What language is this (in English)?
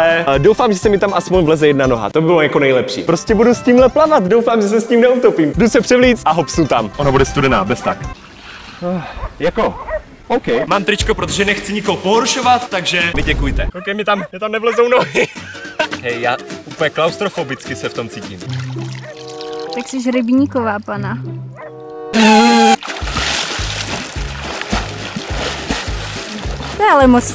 Czech